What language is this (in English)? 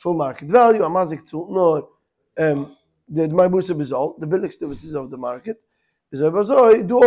Yiddish